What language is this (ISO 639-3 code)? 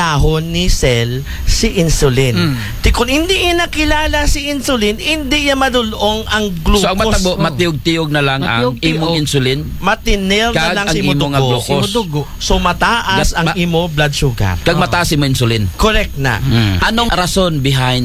akl